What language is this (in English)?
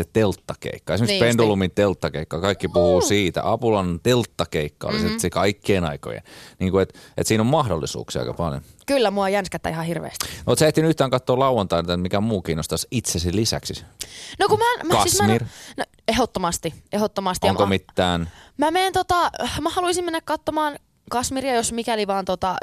Finnish